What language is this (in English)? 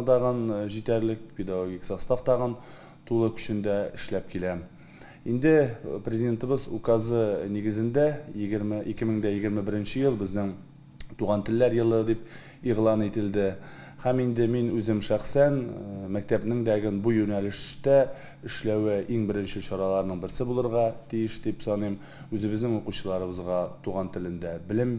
Tatar